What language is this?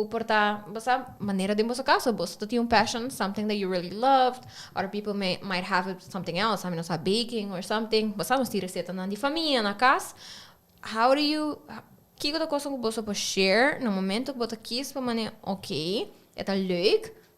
Papiamento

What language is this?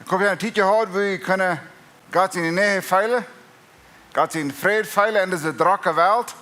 Plautdietsch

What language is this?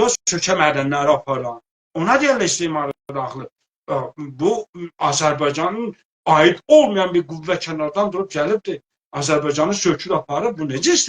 South Azerbaijani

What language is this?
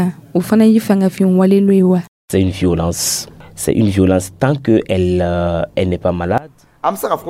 Dyula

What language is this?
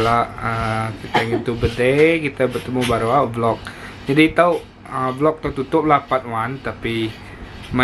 Iban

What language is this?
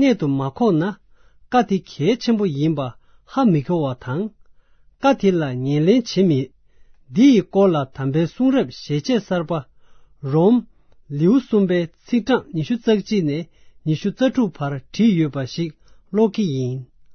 Tibetan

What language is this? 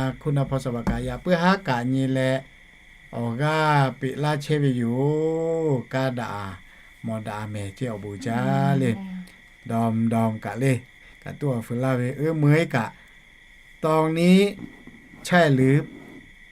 Lahu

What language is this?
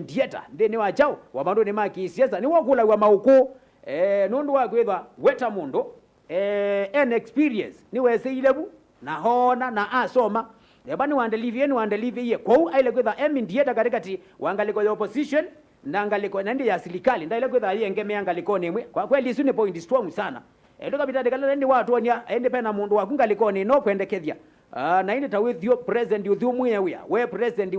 Kamba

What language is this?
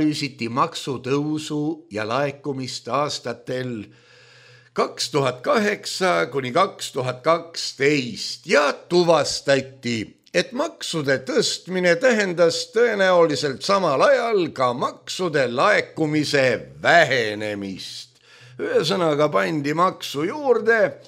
Estonian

